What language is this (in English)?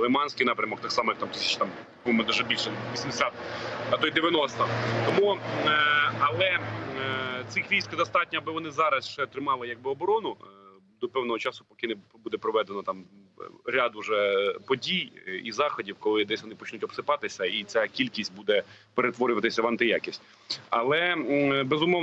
Ukrainian